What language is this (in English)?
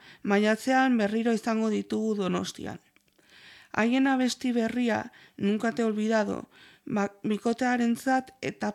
Basque